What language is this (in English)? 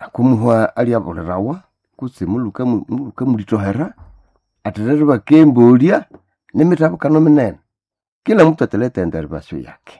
Nande